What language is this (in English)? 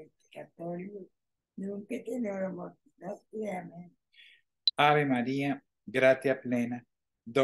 Latin